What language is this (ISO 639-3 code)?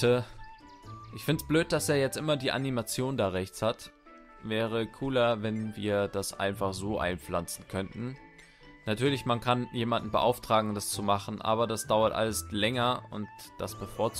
deu